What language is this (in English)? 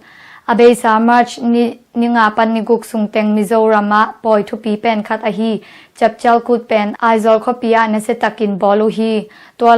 Tedim Chin